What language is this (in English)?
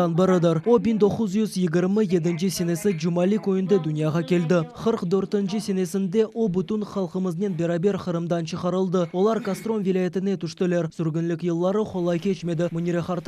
Crimean Tatar